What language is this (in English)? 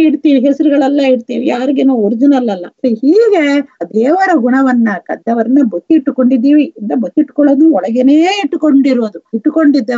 Kannada